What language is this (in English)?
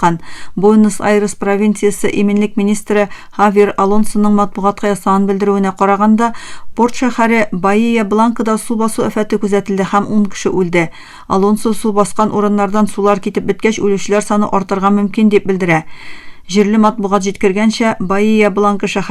Tatar